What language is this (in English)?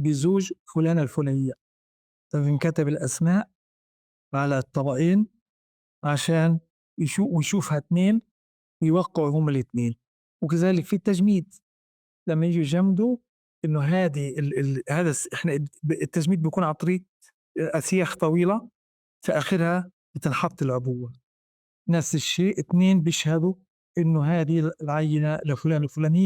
North Levantine Arabic